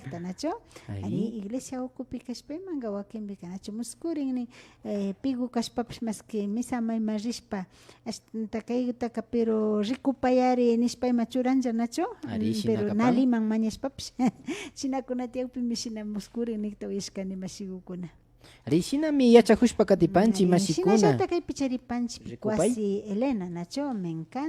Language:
Imbabura Highland Quichua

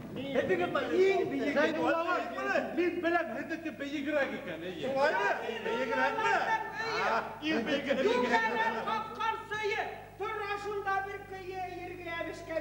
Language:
Bashkir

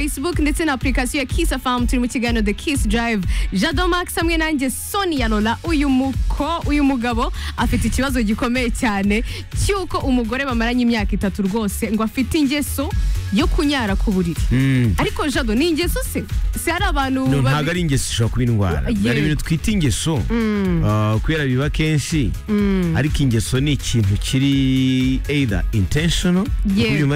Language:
Kinyarwanda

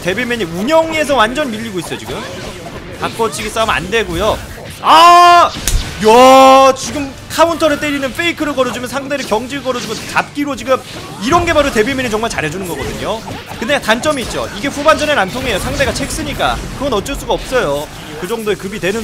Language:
Korean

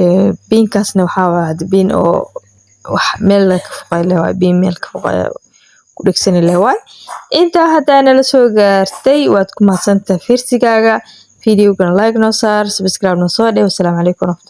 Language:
Somali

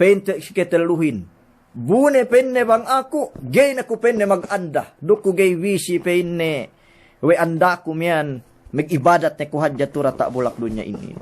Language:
Yakan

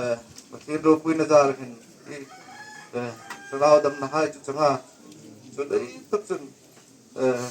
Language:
Hmar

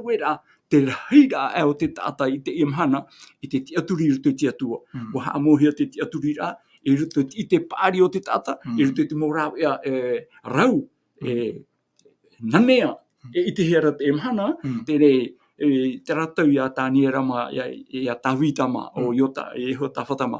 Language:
Tahitian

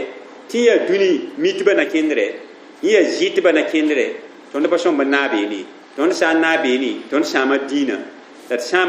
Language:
Mossi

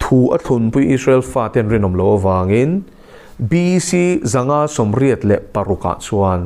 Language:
Mizo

